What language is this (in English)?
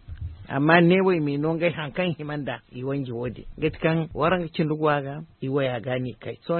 Zarma